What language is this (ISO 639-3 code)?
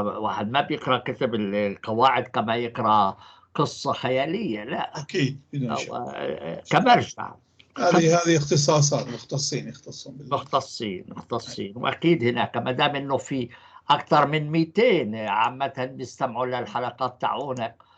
apc